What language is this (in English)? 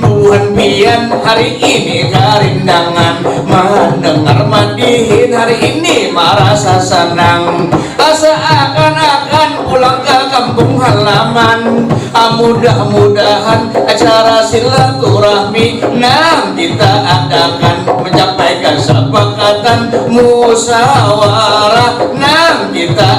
Banjar